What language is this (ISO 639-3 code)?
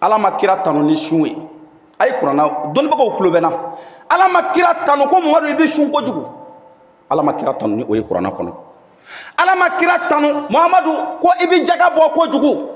bam